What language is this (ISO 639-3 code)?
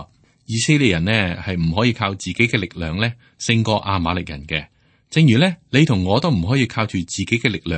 yue